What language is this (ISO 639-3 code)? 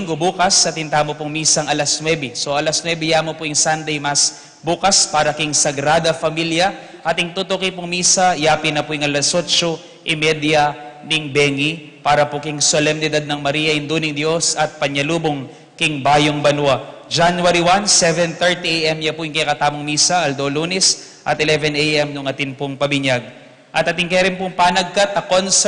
pam